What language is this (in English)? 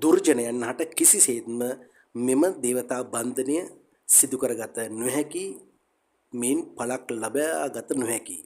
Sinhala